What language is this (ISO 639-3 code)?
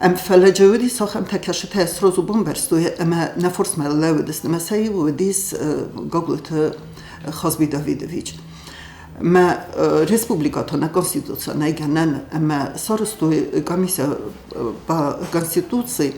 oss